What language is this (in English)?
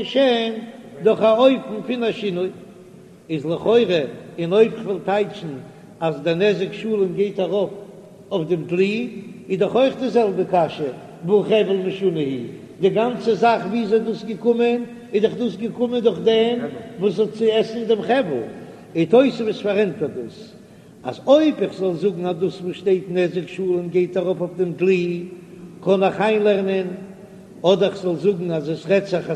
Yiddish